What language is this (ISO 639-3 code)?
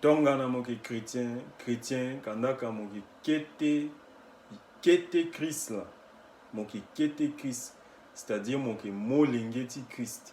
sag